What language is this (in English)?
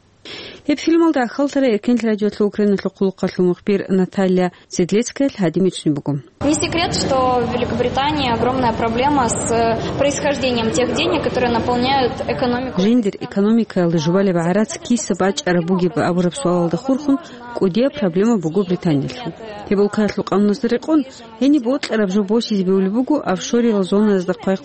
Avaric